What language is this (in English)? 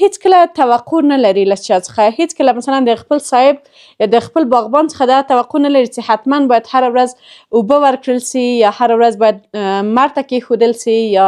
Pashto